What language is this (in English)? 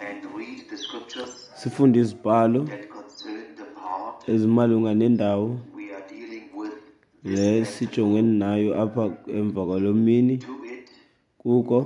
Xhosa